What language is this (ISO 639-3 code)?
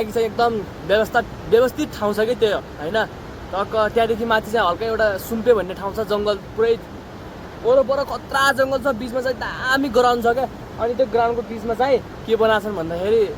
nep